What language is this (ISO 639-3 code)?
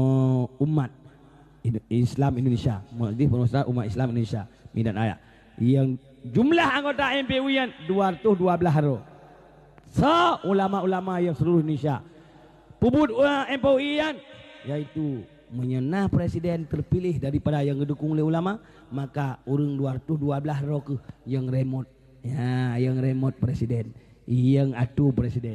ace